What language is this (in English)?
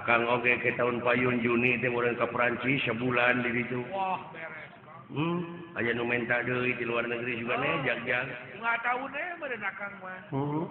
Sundanese